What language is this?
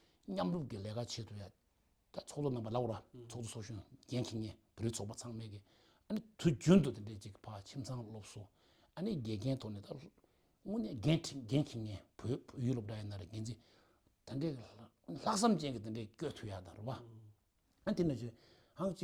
Tibetan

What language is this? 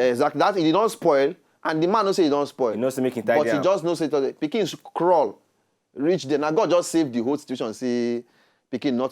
Nigerian Pidgin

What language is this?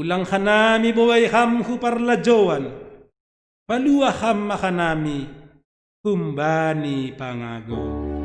Batak Simalungun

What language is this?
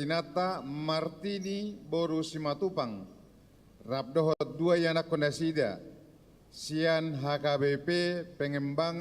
Batak Toba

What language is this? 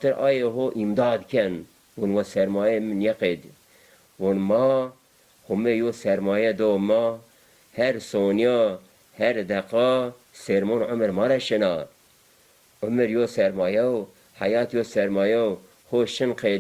Zaza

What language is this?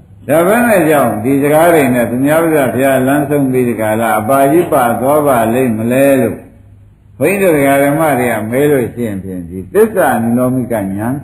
Burmese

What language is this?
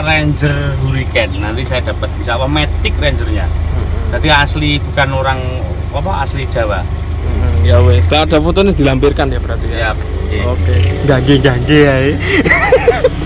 Indonesian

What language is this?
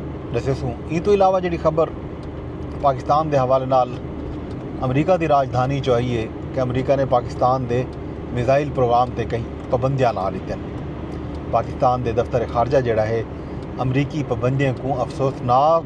Saraiki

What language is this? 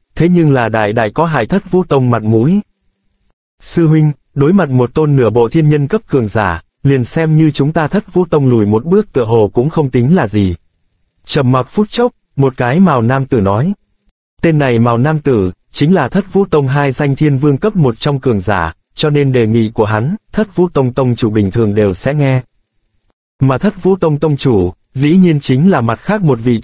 Vietnamese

